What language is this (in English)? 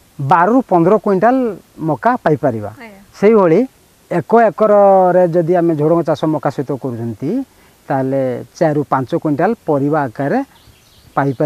Odia